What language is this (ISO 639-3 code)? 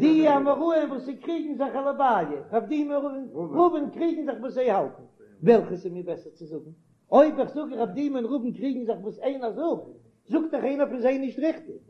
yid